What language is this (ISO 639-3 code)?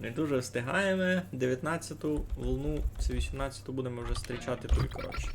rue